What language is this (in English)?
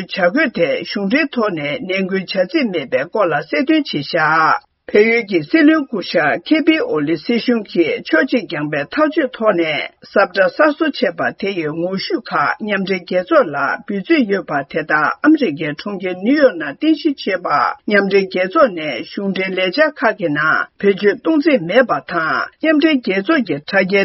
Tibetan